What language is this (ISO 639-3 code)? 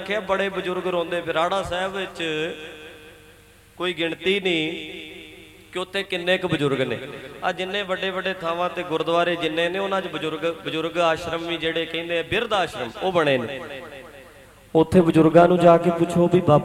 pan